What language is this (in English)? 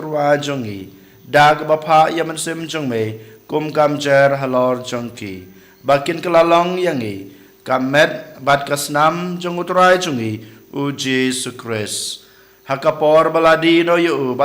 Khasi